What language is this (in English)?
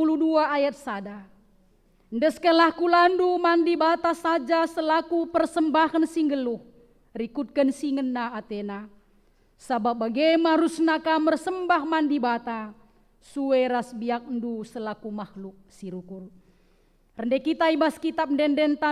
Batak Karo